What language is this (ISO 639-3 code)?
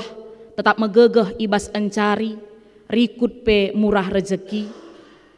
btx